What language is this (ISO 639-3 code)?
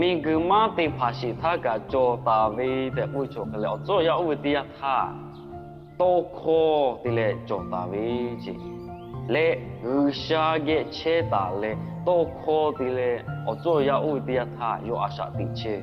lhu